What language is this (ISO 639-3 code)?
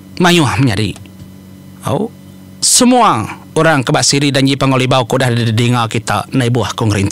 iba